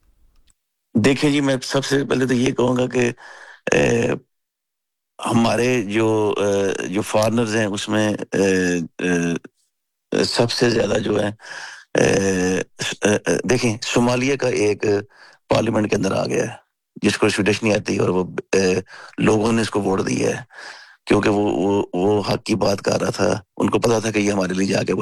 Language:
Urdu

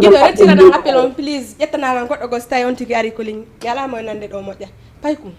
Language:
Fula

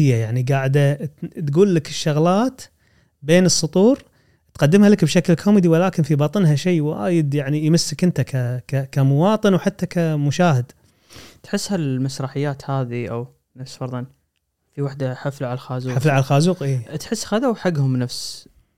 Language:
Gulf Arabic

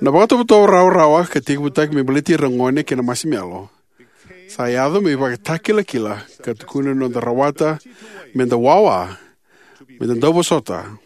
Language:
Fijian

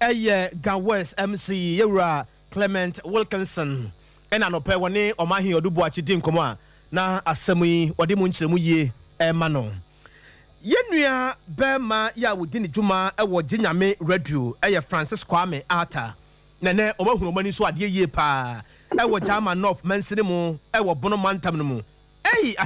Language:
Akan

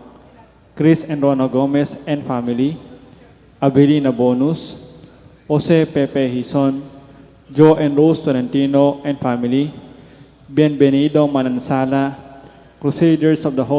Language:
Pampanga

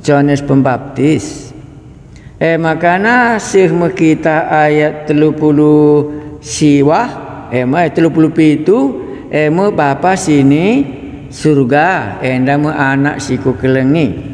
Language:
Batak Karo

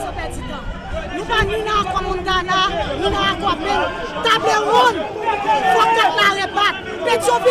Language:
Haitian Creole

